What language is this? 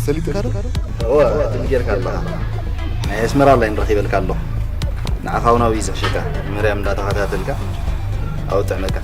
Tigrinya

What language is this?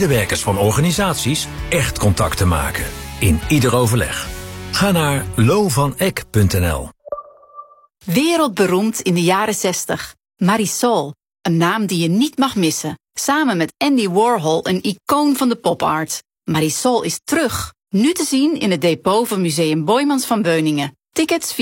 Dutch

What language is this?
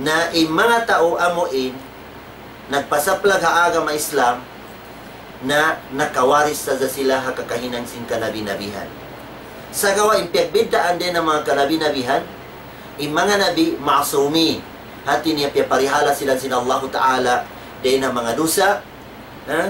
Tausug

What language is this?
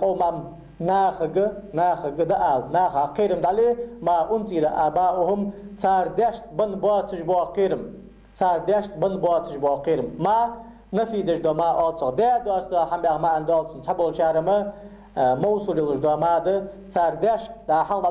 Ingush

